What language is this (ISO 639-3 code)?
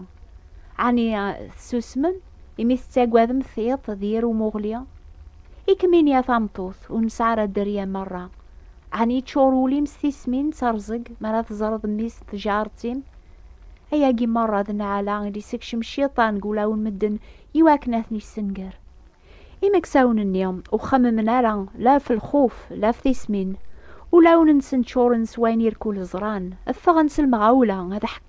kab